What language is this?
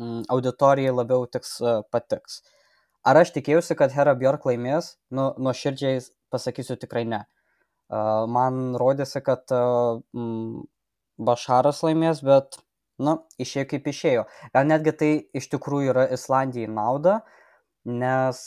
Lithuanian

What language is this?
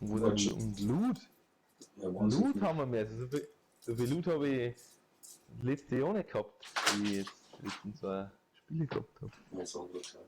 Bavarian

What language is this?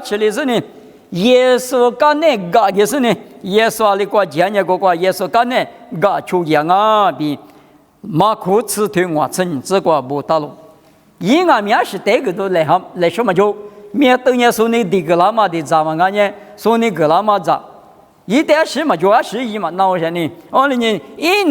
Lisu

